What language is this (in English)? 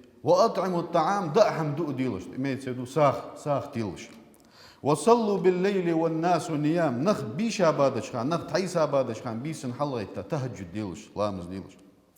Ingush